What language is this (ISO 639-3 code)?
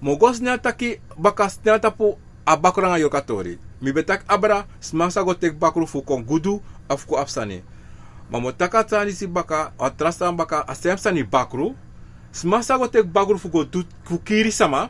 srn